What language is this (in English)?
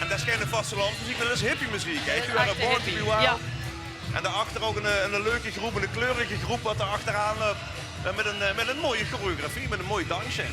Limburgish